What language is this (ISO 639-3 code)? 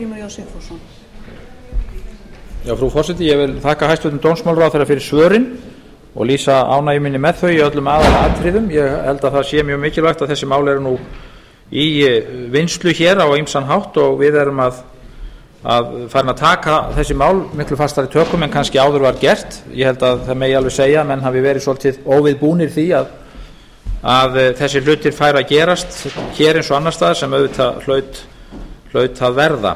isl